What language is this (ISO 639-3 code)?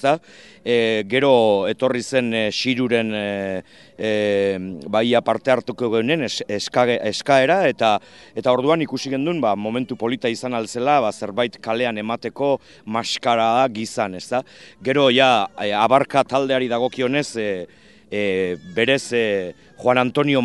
eus